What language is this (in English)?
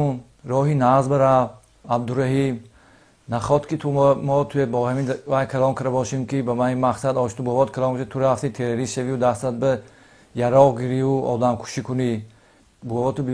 Tajik